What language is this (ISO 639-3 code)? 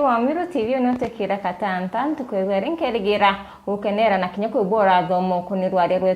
mer